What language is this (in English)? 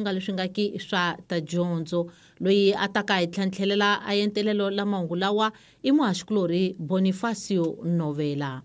Tsonga